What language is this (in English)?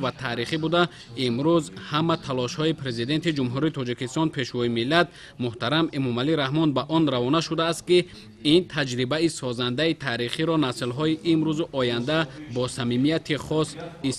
Tajik